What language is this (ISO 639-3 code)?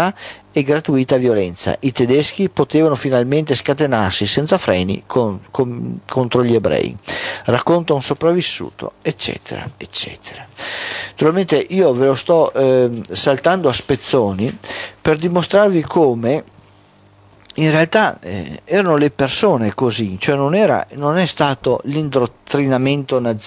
ita